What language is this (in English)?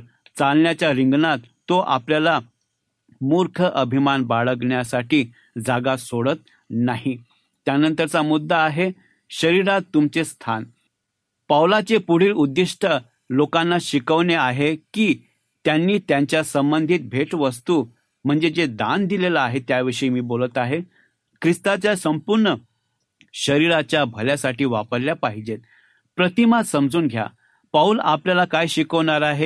Marathi